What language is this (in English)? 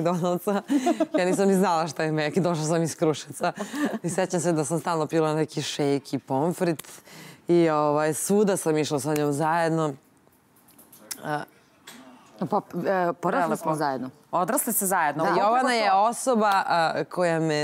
Serbian